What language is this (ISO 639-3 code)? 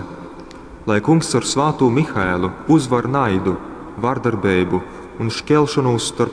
ltg